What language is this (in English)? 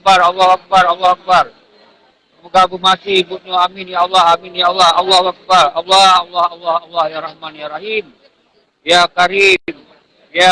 Achinese